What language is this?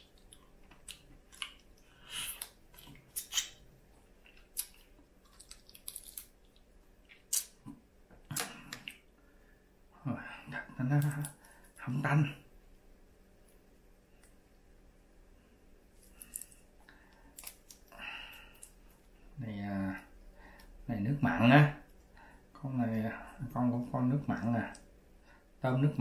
Vietnamese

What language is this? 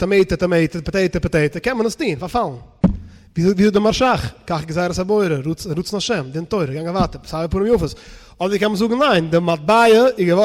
Yiddish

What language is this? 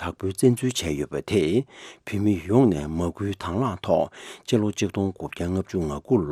Tibetan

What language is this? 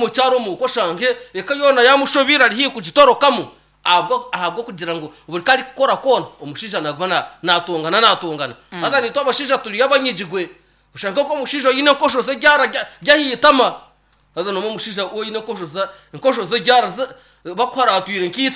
Nyankole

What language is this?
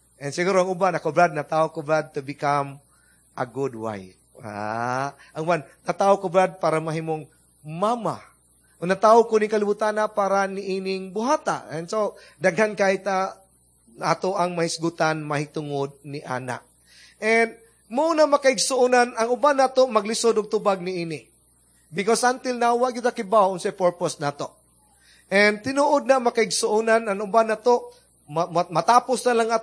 Cebuano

